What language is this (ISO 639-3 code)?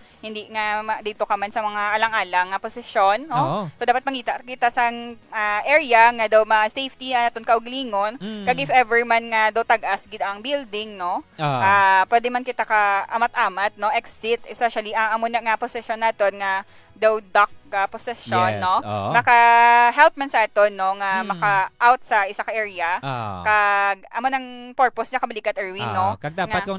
hil